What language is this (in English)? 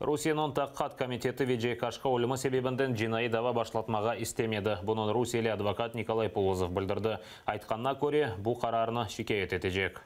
Crimean Tatar